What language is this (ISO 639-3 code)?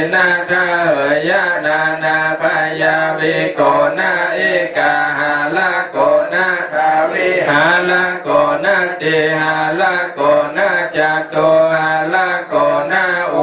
pli